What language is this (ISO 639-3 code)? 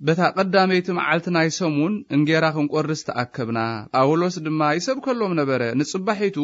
tir